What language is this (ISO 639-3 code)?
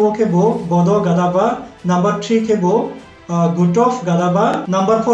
ria